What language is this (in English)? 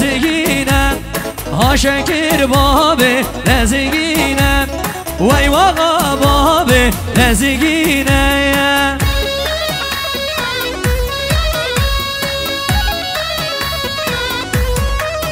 Kurdish